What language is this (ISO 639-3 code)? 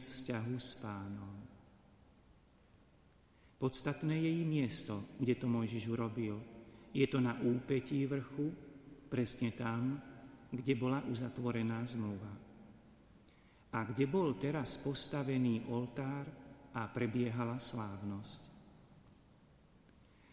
slk